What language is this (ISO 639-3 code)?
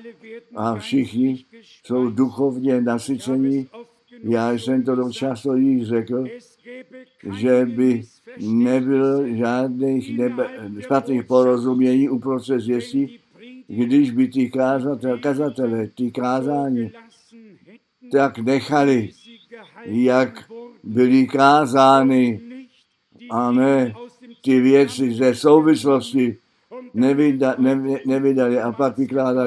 ces